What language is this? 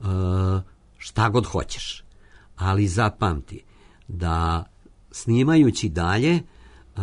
Serbian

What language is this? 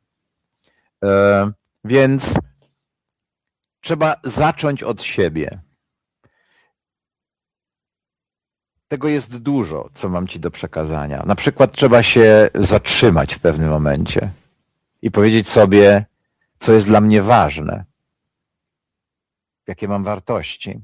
Polish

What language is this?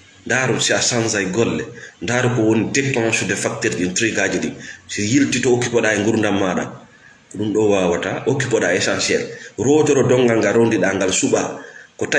Fula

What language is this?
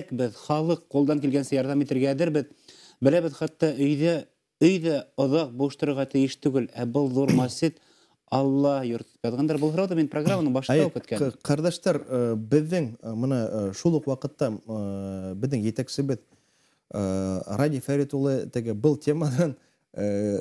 Bashkir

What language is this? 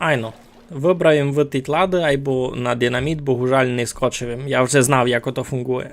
Rusyn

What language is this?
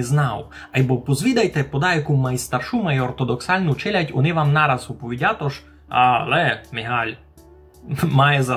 Rusyn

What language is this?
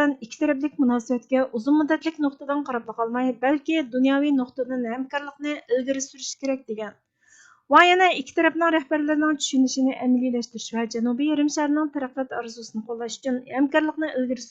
Uyghur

